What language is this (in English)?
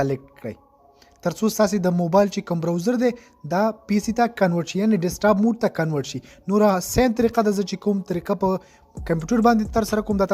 Pashto